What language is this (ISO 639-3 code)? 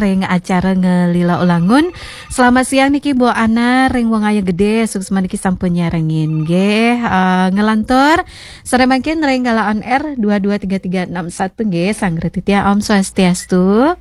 ban